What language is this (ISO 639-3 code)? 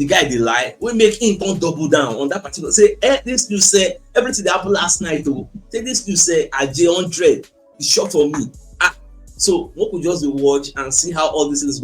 pcm